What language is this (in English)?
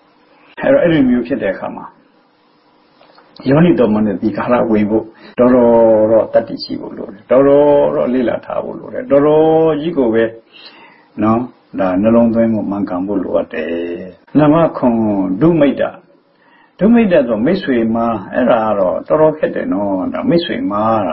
Burmese